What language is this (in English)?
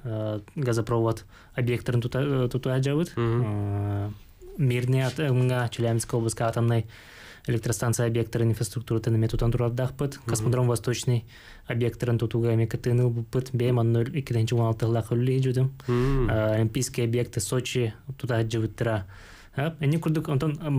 Yakut